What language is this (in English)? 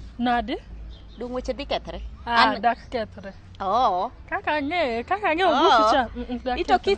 Luo (Kenya and Tanzania)